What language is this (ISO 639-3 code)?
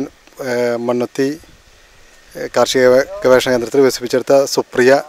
mal